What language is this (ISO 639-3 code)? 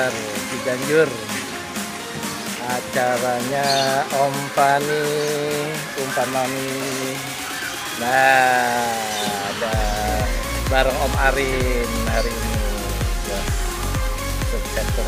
ind